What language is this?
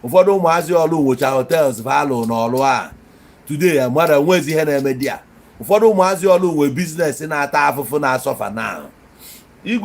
Igbo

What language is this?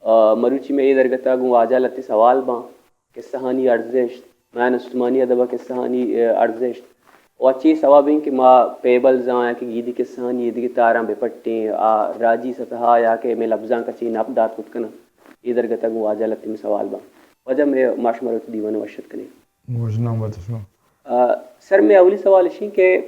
Baluchi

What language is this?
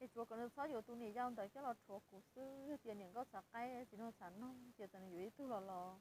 Hmong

